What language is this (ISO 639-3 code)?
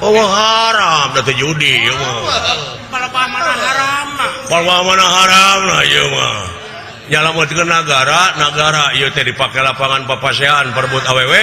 sun